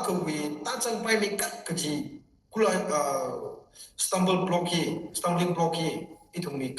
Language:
Tangkhul Naga (India)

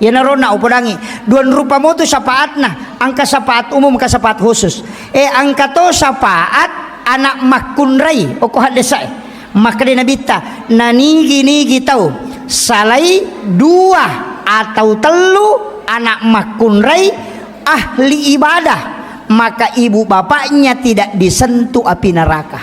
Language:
Buginese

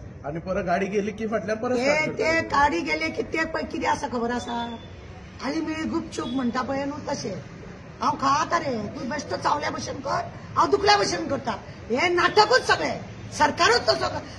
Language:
Konkani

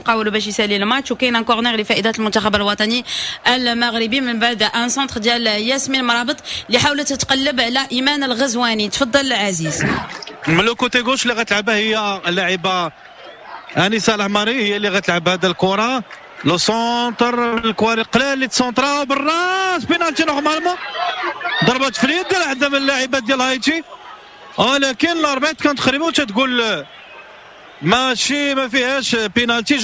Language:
Moroccan Arabic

